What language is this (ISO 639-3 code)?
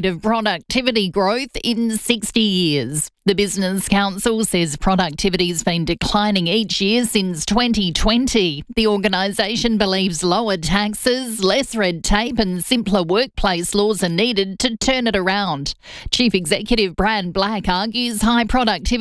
eng